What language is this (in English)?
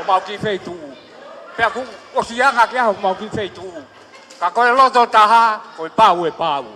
Tongan